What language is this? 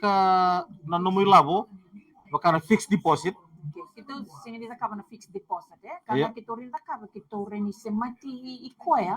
Fijian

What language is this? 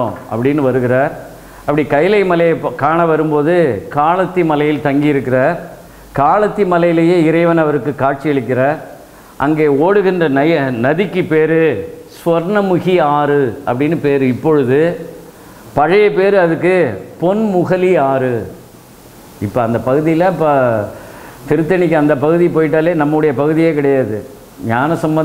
Tamil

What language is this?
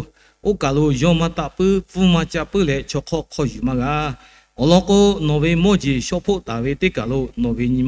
Lahu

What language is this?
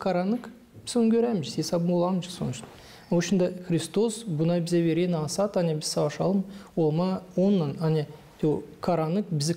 Gagauz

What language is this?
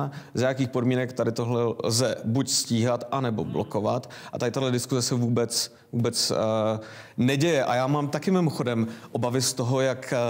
Czech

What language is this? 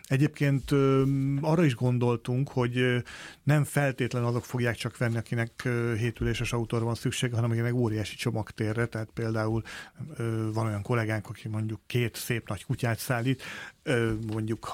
Hungarian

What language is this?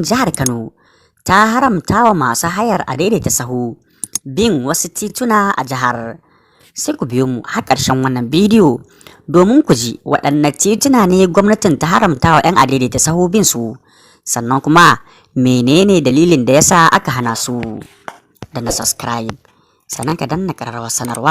Hausa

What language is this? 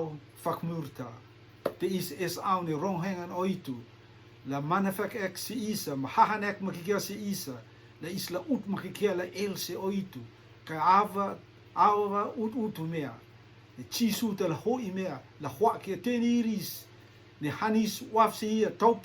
Rotuman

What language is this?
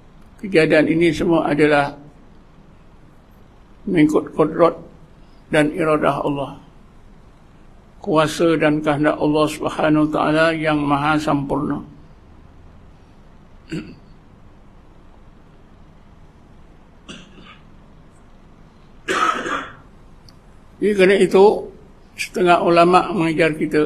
Malay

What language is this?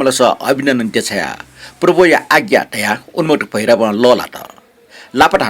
Newari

